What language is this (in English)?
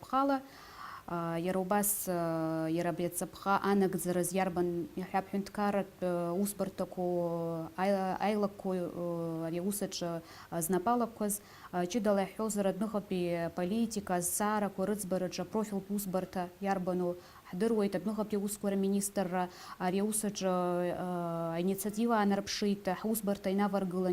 Abkhazian